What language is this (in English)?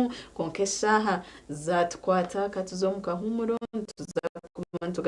Nyankole